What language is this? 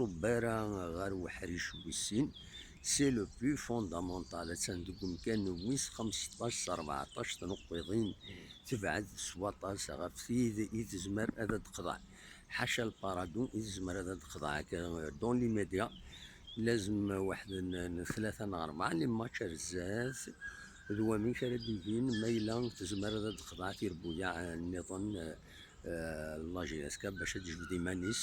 Kabyle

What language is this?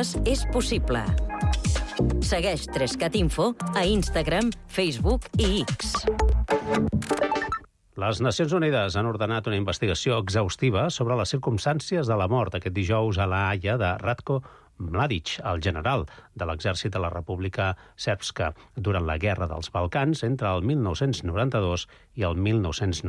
Catalan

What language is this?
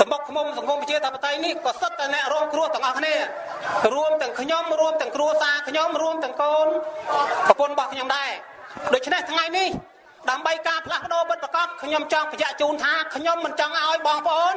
Khmer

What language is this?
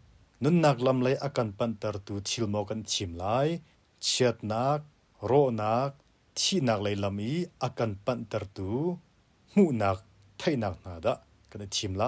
Hakha Chin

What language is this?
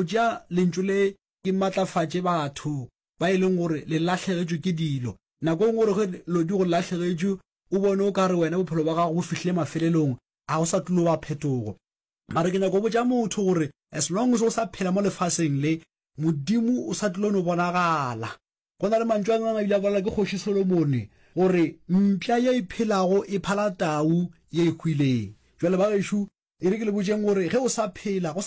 Northern Sotho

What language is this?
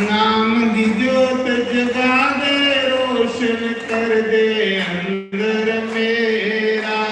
Dogri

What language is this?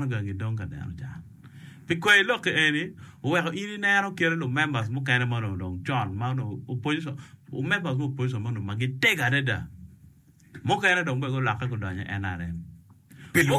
Acoli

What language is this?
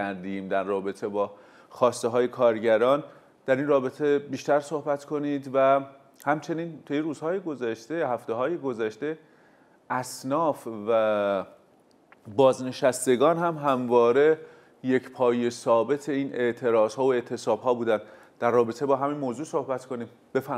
Persian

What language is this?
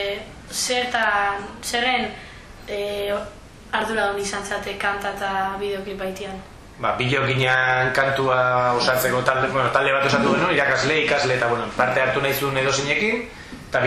Basque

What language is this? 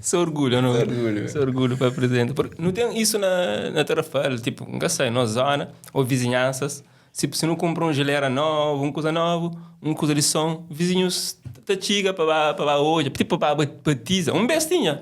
Kabuverdianu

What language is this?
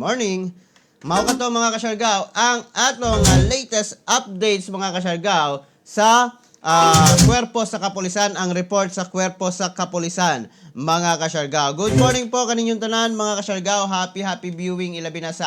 Cebuano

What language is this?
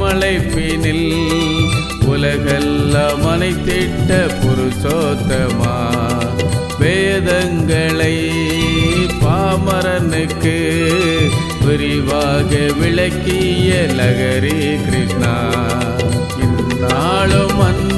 Tamil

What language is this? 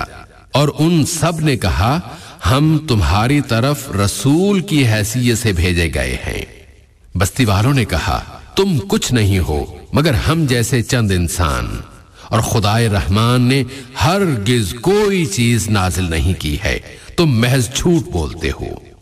Urdu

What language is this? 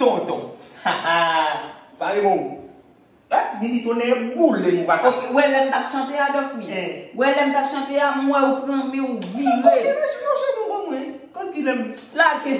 Haitian Creole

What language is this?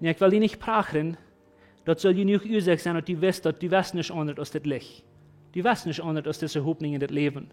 Plautdietsch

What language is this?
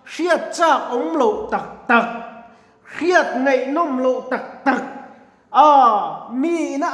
Mizo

